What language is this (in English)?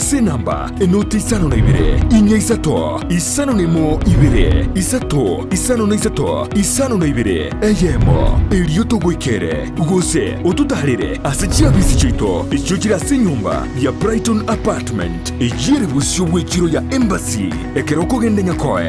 Gusii